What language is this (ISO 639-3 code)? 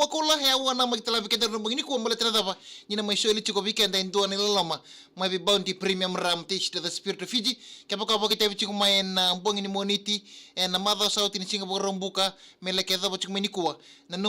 fij